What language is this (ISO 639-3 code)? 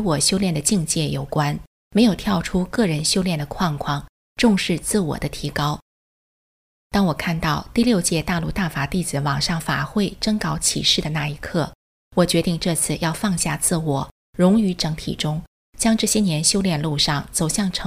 zho